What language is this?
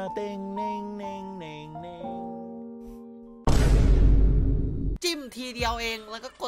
Thai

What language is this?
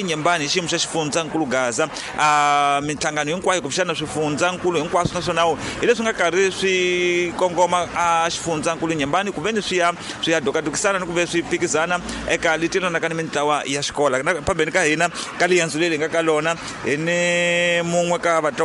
Tsonga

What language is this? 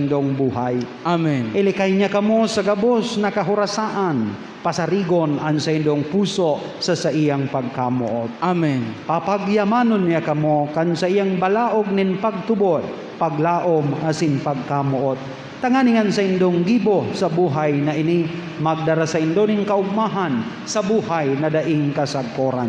Bikol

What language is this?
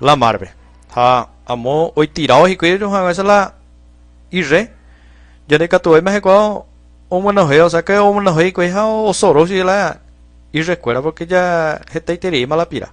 Guarani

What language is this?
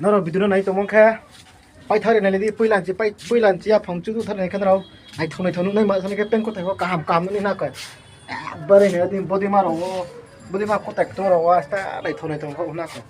Riang (India)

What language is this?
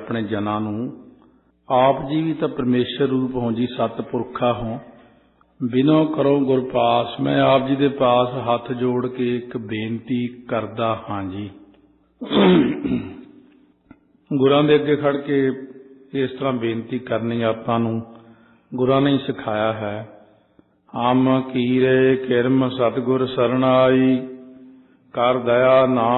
Punjabi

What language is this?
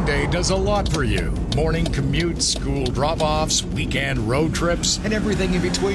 English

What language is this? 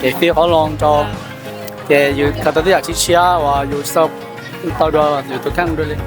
Hmong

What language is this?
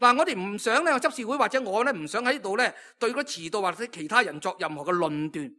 Cantonese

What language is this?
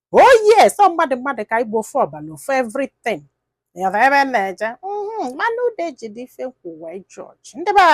Igbo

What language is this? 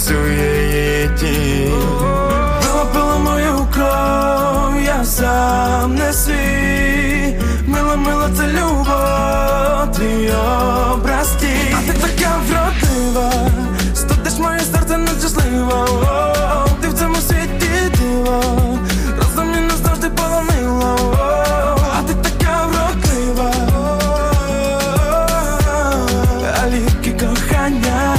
Ukrainian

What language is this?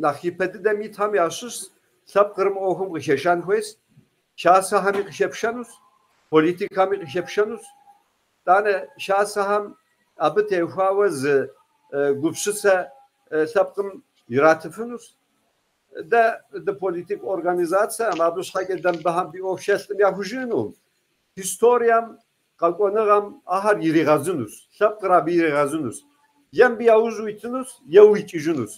Kabardian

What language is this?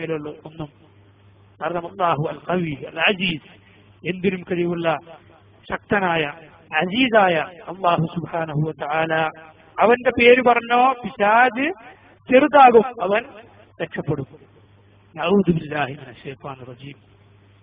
Malayalam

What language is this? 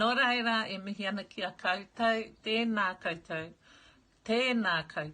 Māori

